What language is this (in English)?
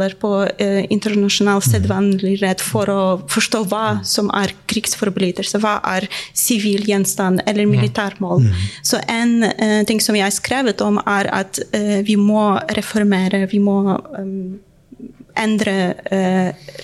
Norwegian